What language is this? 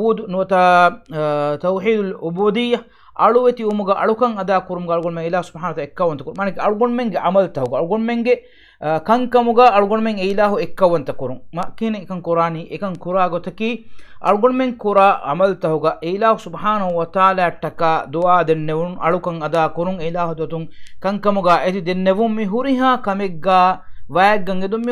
Divehi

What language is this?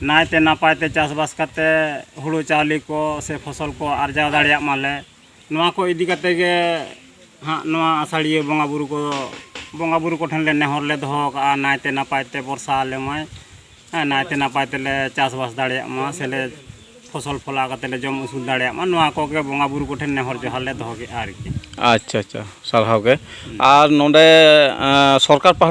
Santali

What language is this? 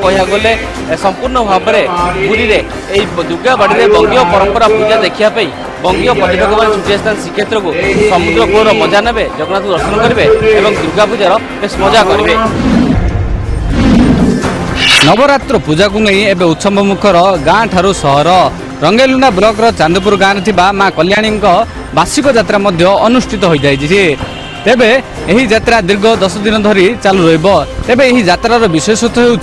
Odia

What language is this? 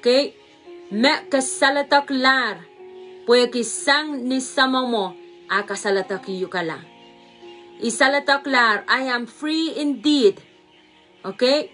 Pohnpeian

